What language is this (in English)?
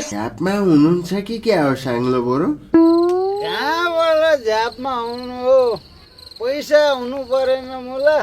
Nepali